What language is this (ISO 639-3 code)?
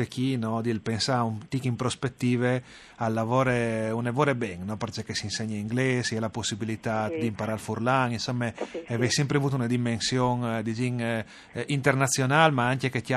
fur